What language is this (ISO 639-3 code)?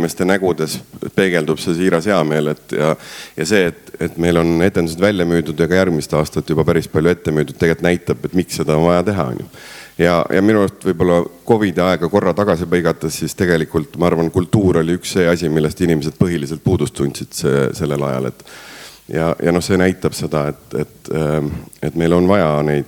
est